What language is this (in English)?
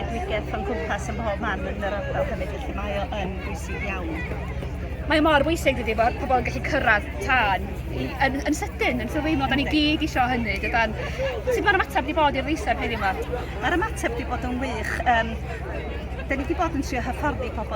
Welsh